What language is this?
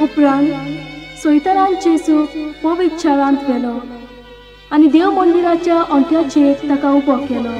Konkani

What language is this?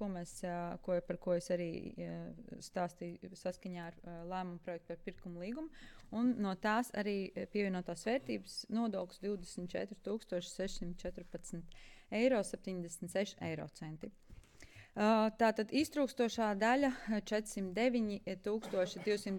Latvian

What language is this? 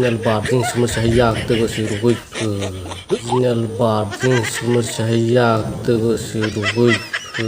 Kok Borok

